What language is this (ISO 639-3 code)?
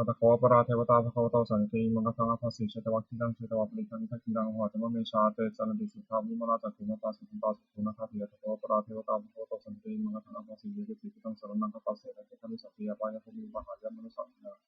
pli